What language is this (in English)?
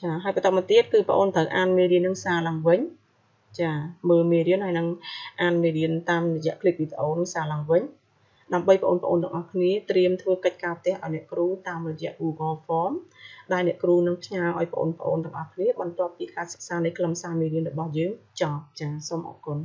Khmer